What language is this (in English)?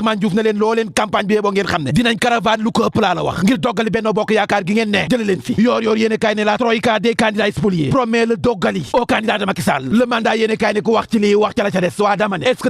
Wolof